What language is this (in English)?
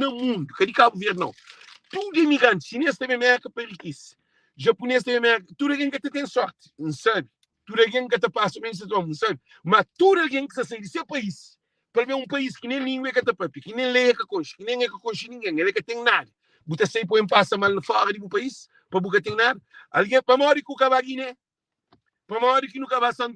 Kabuverdianu